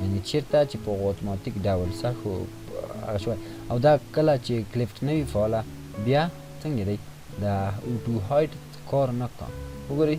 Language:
Pashto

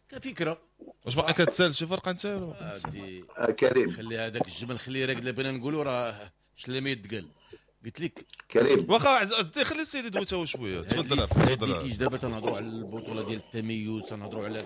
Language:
Moroccan Arabic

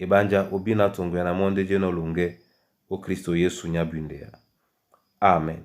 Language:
Duala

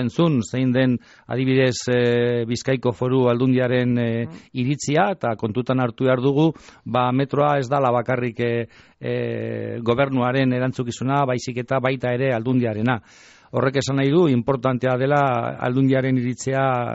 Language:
Basque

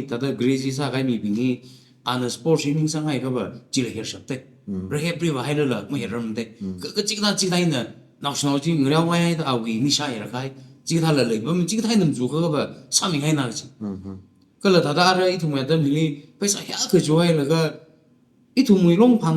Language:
Tangkhul Naga (India)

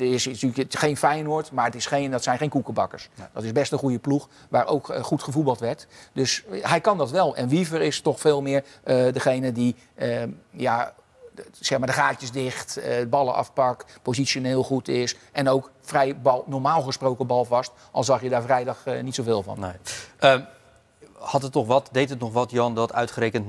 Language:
Dutch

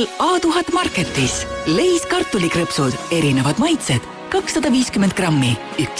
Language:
Estonian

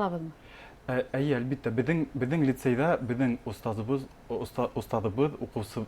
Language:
Bashkir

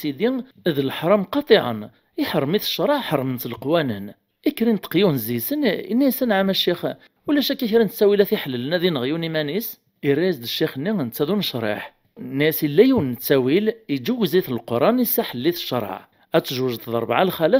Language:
Kabyle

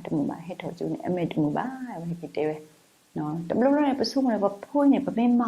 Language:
S'gaw Karen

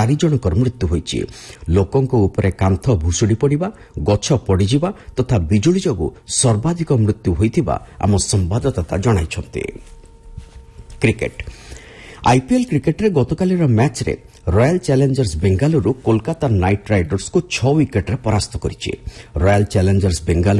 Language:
Odia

